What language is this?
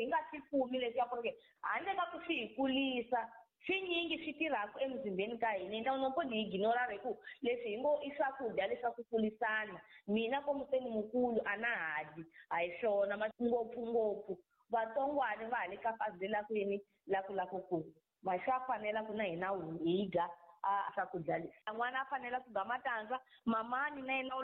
Tsonga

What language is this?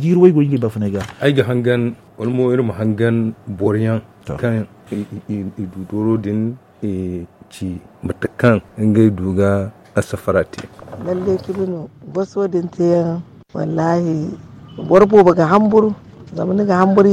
Zarma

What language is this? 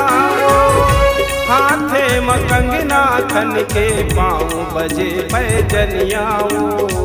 Chhattisgarhi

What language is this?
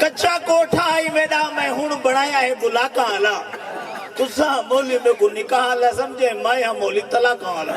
Saraiki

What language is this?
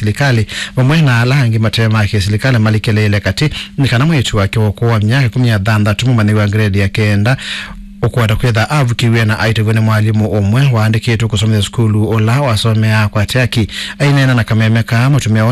Kamba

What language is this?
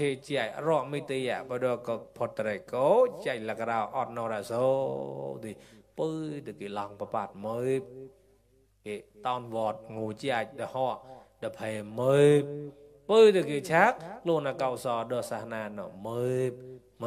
Mon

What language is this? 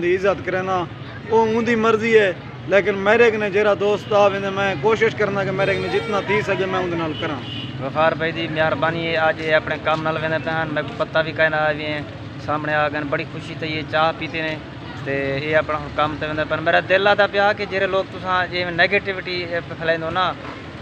Saraiki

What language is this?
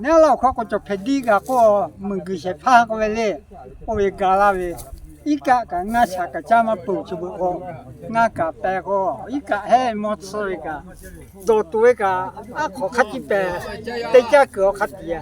Lahu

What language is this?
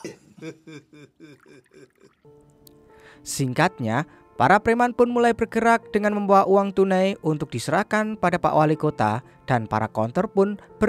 Indonesian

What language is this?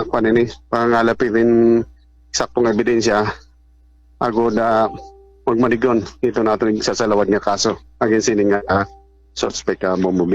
Waray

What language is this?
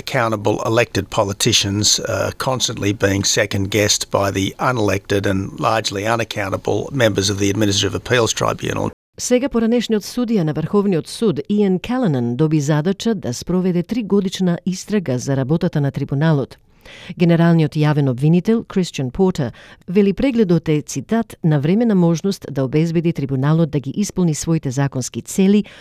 Macedonian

